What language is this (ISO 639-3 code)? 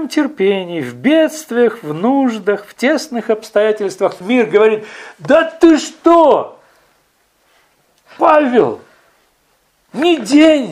rus